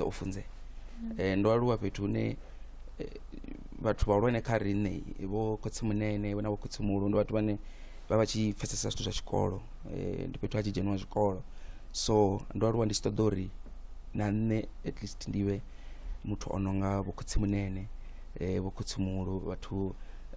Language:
Venda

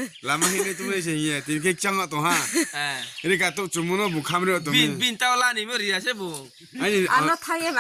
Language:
Riang (India)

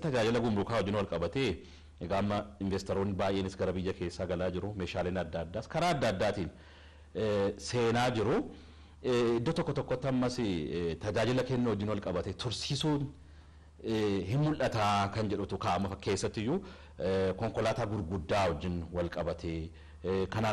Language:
Oromo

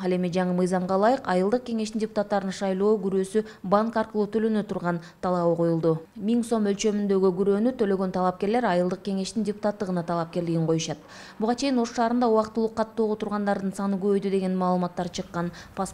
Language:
Kyrgyz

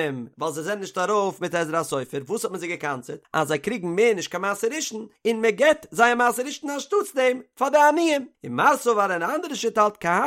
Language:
Yiddish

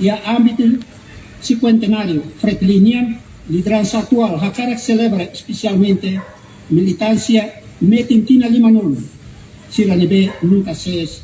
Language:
Tetum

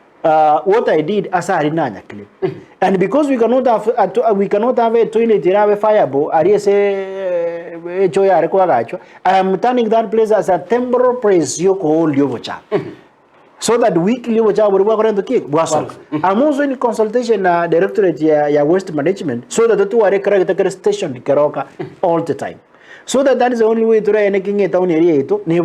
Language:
Gusii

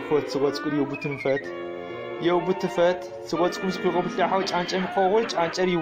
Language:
Adyghe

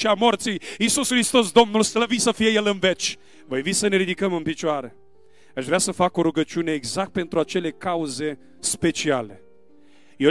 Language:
Romanian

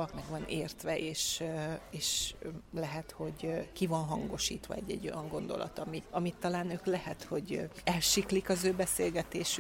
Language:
Hungarian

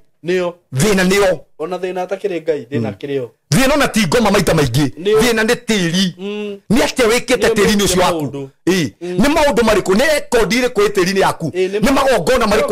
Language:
Kikuyu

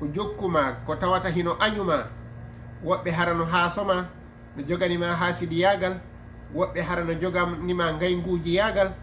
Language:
Fula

